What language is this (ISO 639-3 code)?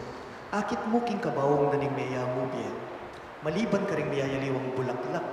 pam